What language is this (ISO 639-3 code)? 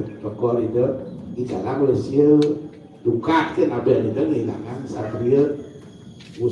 ban